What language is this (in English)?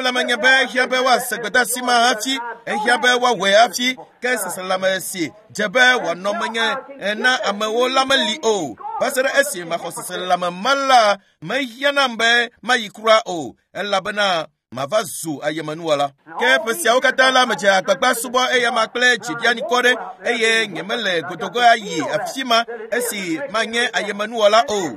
Ewe